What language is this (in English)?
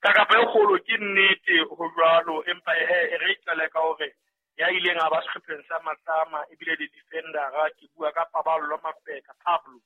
Southern Sotho